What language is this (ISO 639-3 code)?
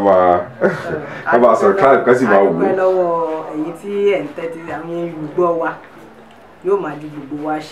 yor